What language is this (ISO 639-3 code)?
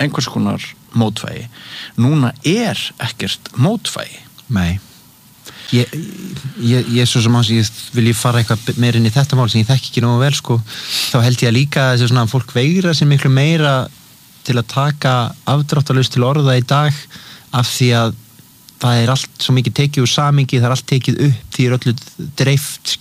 isl